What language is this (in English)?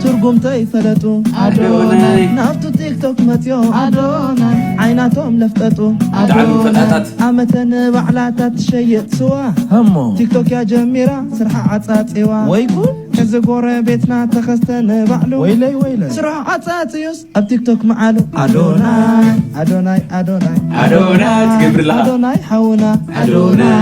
Tigrinya